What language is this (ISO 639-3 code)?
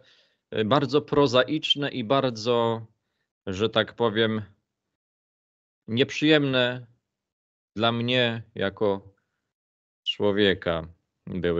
pol